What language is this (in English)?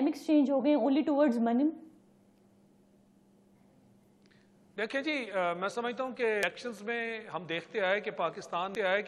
Urdu